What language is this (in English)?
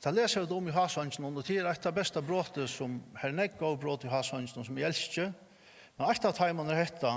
Faroese